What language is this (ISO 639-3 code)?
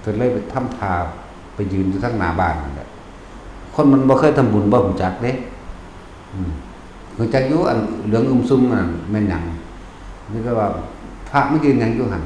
lao